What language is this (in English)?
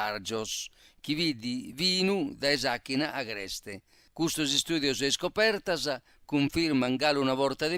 Sardinian